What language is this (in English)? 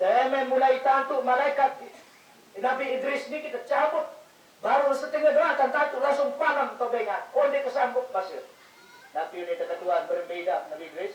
Sasak